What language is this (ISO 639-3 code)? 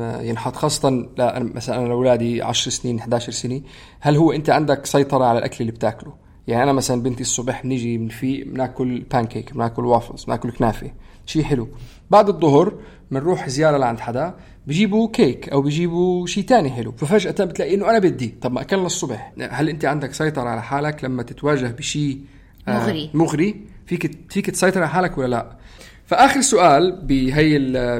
apc